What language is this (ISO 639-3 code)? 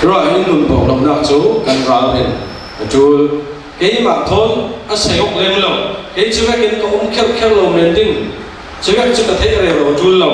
cfm